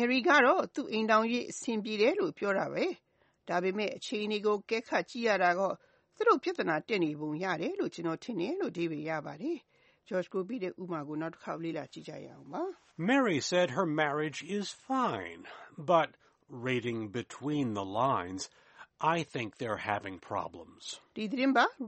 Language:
Burmese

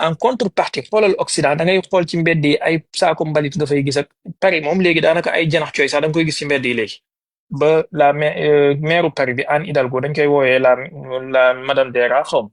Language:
Wolof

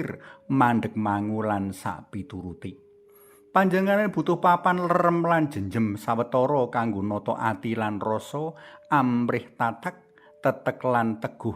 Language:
Javanese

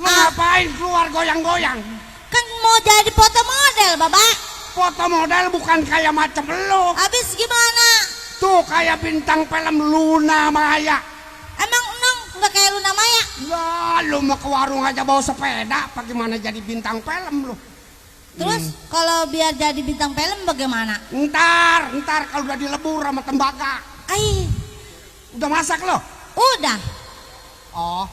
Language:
Betawi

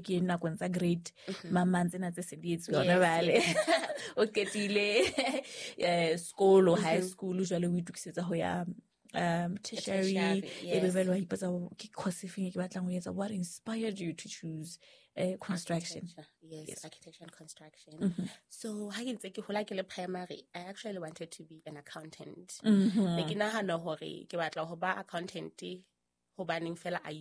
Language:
Southern Sotho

